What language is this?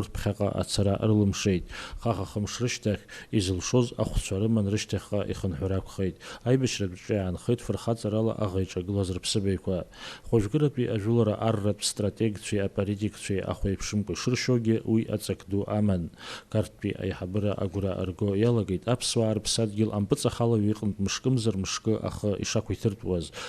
Abkhazian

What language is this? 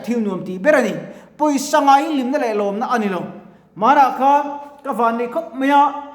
Mizo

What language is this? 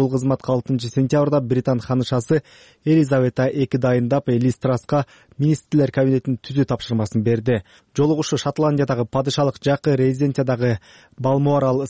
Kyrgyz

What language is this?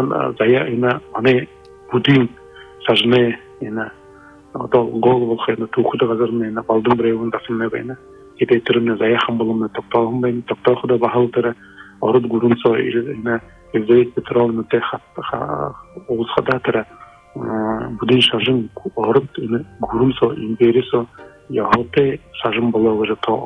Buriat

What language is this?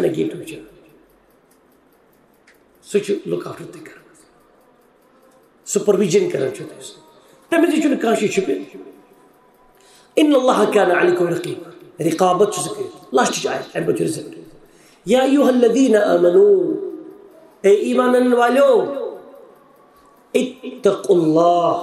Kashmiri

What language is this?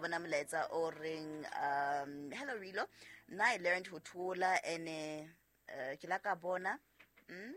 Southern Sotho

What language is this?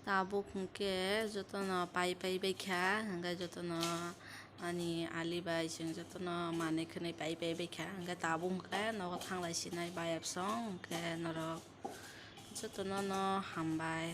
Kok Borok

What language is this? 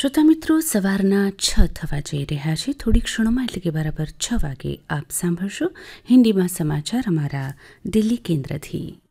Gujarati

